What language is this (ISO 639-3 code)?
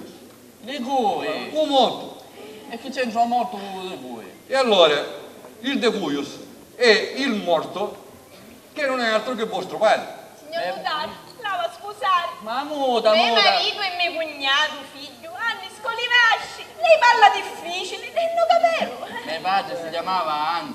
scn